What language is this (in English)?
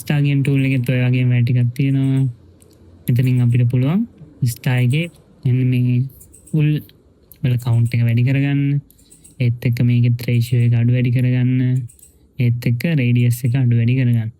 Sinhala